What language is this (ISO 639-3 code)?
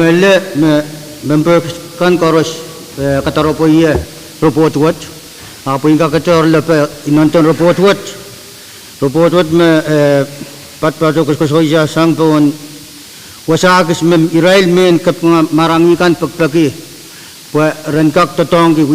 pon